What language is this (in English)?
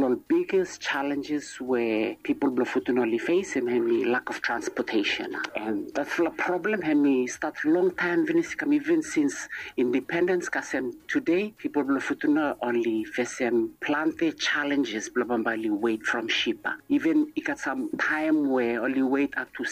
Bislama